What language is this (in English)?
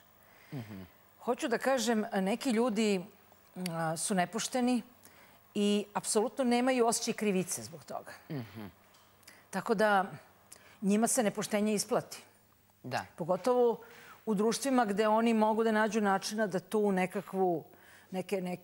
Croatian